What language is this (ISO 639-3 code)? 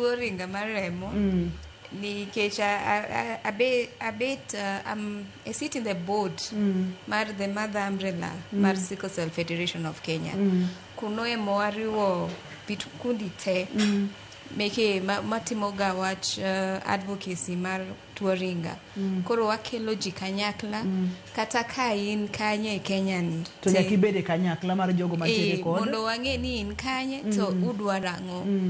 luo